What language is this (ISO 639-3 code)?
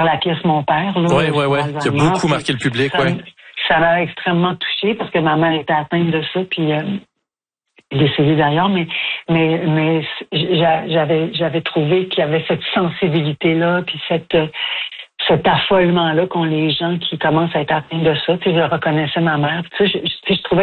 fra